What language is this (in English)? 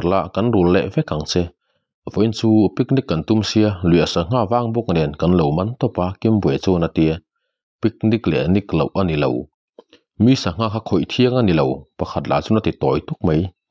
Mizo